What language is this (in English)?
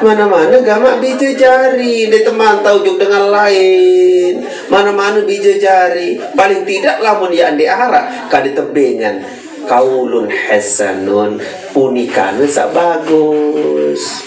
Sasak